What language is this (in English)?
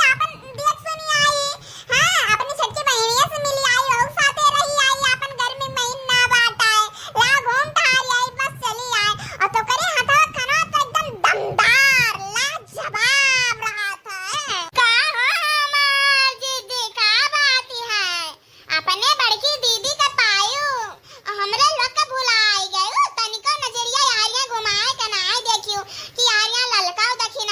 Awadhi